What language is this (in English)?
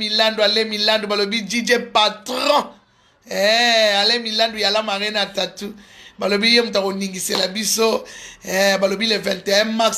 Lingala